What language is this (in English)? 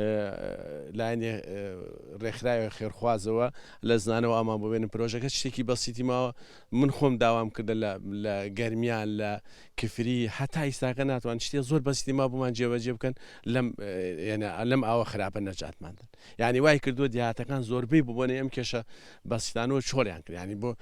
Central Kurdish